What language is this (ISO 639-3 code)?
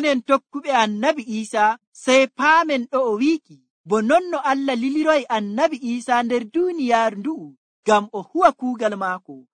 fuv